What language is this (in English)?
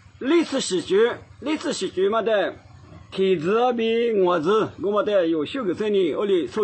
Lisu